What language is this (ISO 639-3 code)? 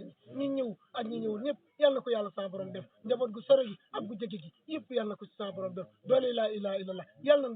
wol